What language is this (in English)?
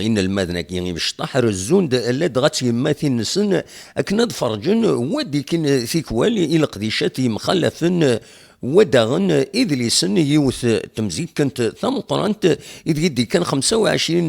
Kabyle